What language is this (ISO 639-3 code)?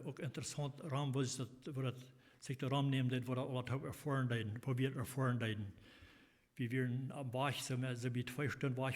pdt